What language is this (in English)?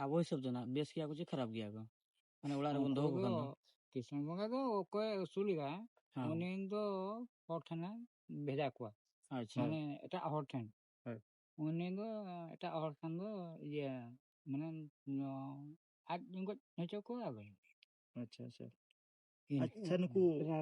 Santali